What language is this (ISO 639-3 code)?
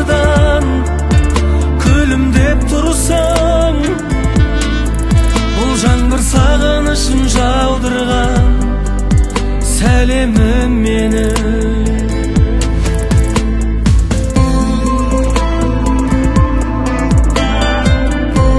kaz